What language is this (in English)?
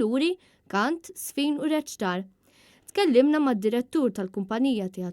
Maltese